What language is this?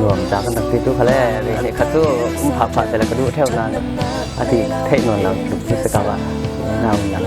Falam Chin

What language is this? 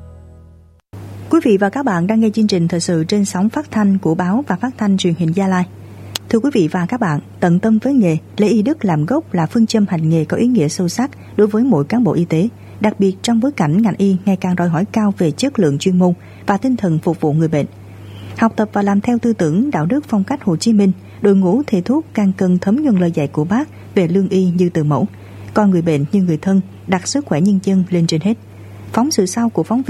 Vietnamese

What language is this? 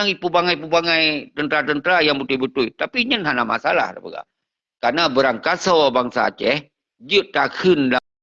Achinese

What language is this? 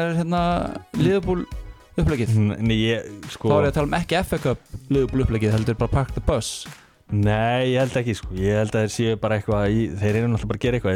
Icelandic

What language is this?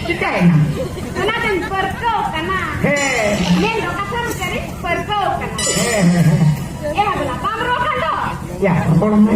Santali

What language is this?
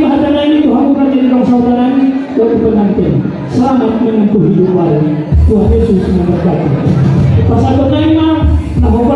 Batak Toba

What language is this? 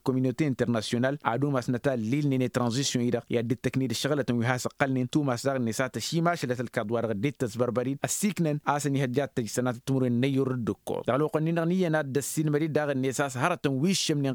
Tamasheq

